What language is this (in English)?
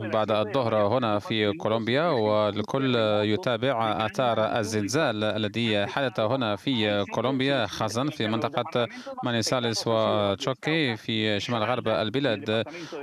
Arabic